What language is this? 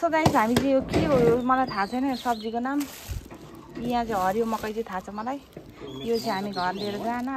Nepali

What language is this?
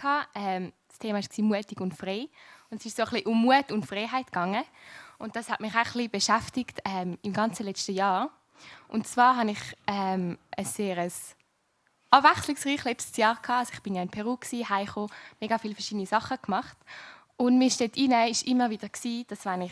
Swiss German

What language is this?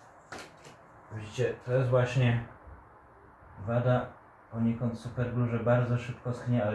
Polish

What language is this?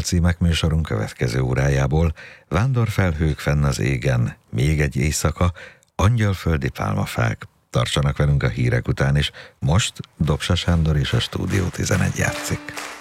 Hungarian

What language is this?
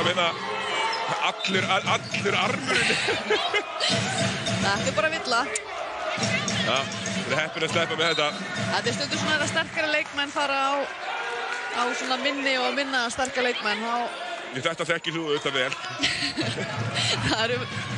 Icelandic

